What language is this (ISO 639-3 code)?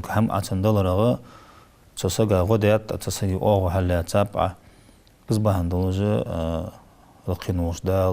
inh